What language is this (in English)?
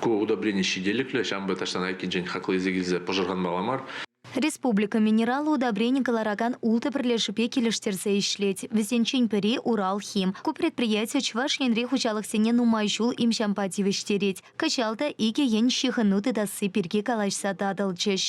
Chuvash